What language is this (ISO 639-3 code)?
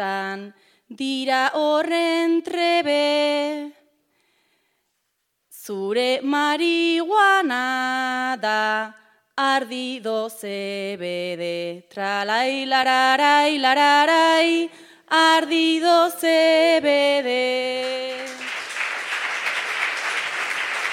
eus